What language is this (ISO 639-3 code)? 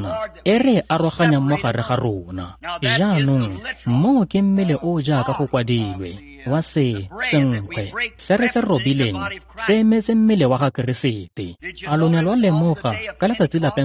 tsn